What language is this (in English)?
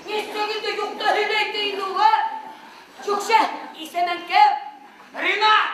Bashkir